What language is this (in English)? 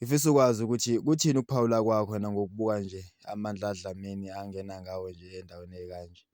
Zulu